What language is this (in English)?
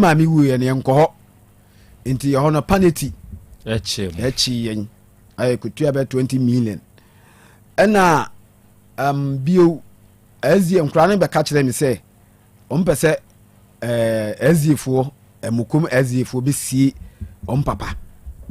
Akan